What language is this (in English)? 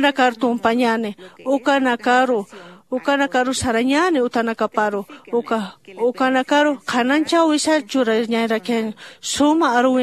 Aymara